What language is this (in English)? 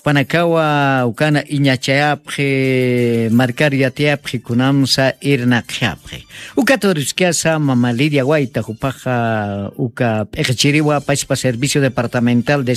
Aymara